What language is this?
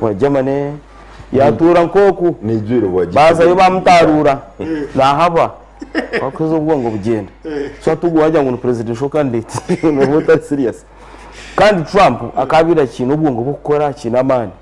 Nyankole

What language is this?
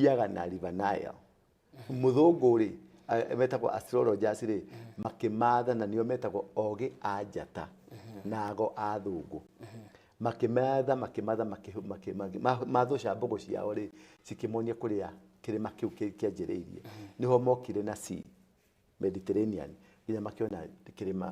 Kikuyu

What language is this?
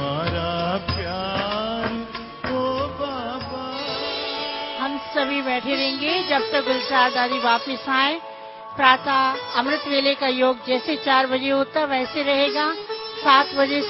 Hindi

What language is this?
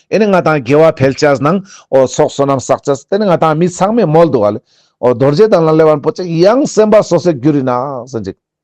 Ladakhi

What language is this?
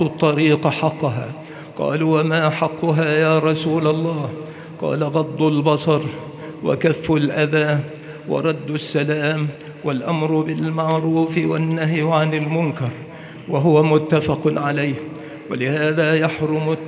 Arabic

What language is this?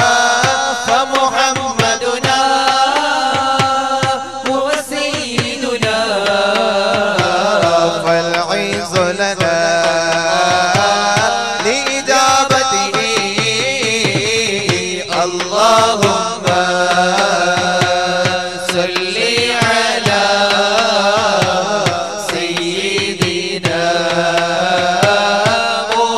Malayalam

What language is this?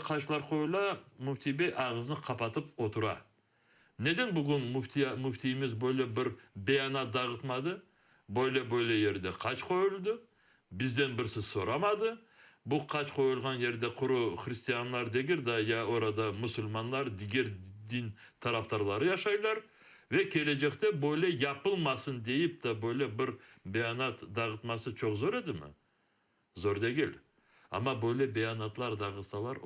Crimean Tatar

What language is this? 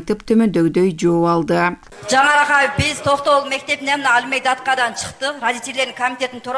Kyrgyz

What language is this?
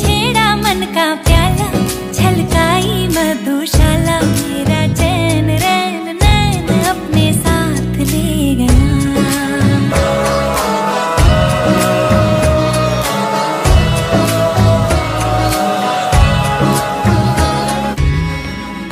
Hindi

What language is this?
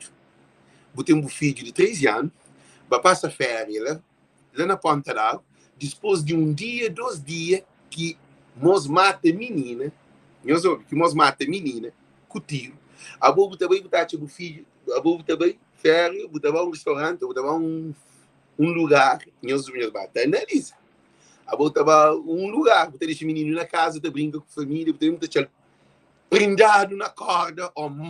Kabuverdianu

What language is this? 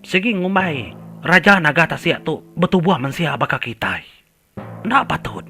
Iban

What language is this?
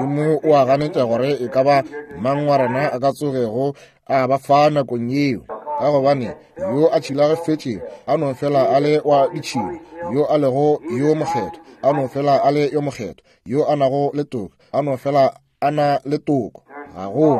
Northern Sotho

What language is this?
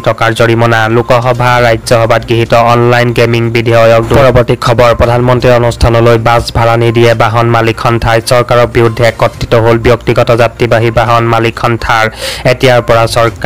Assamese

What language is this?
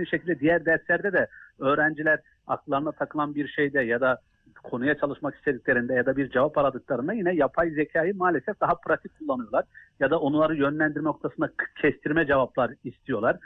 Turkish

